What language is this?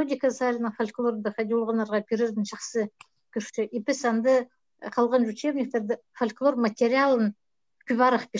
Khakas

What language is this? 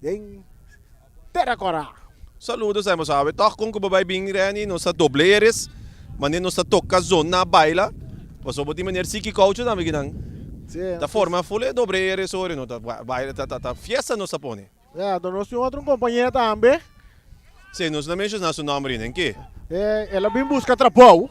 Papiamento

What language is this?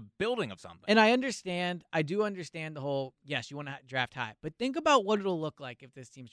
English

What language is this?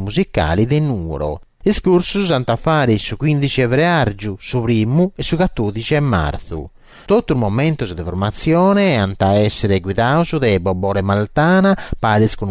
Sardinian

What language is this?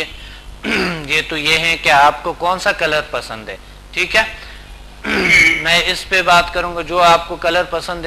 Urdu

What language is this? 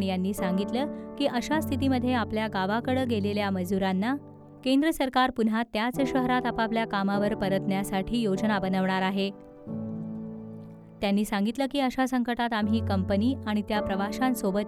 Marathi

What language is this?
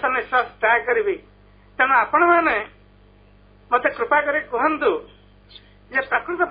Odia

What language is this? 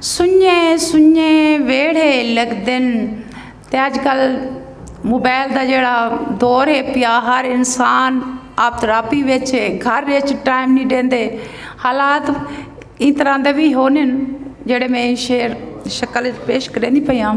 Saraiki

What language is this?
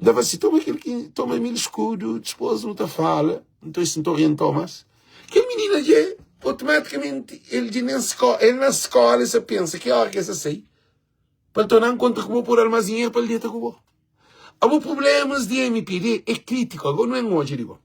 Kabuverdianu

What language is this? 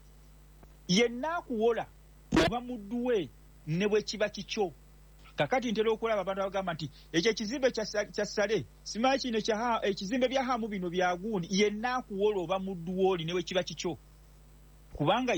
Ganda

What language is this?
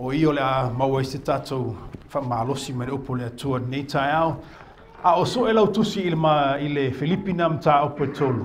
Samoan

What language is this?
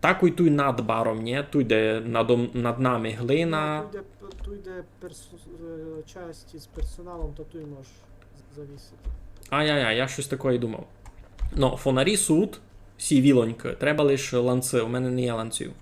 Rusyn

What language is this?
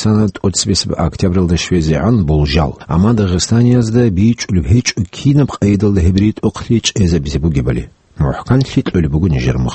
Avaric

